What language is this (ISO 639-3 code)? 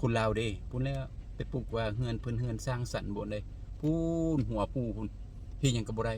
lao